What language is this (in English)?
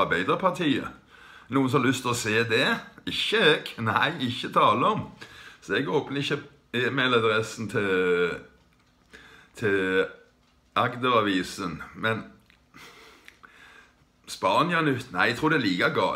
Norwegian